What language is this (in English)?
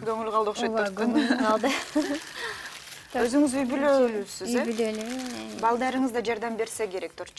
Kyrgyz